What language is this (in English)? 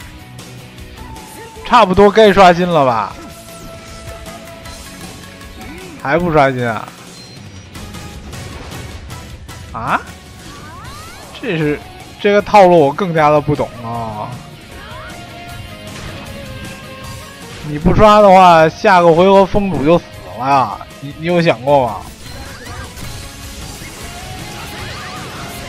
Chinese